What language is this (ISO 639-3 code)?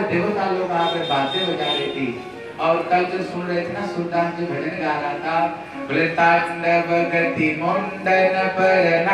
hin